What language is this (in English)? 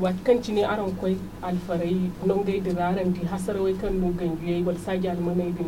Zarma